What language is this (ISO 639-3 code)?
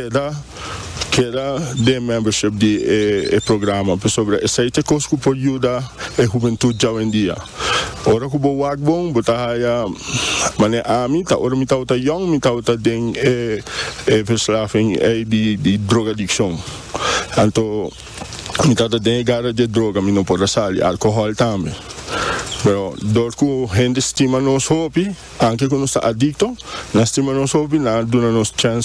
pap